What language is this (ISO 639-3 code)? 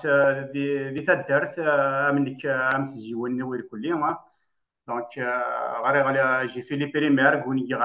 kab